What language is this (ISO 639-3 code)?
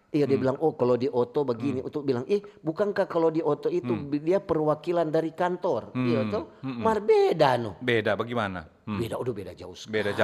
xmm